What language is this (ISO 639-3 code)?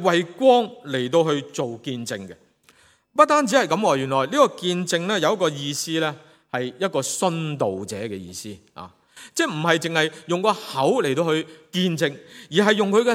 yue